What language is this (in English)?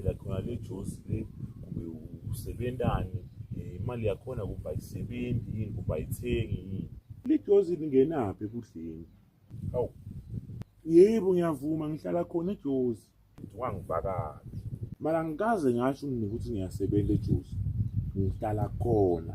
Zulu